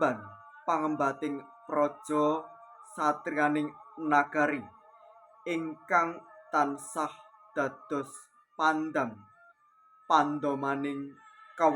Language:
Javanese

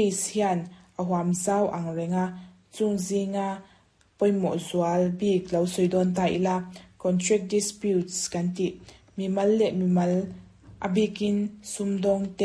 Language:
Mizo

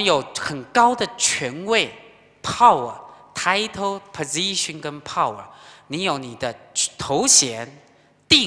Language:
Chinese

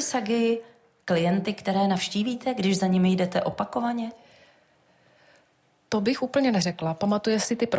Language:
Czech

